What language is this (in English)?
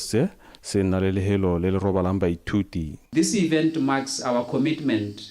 Tswana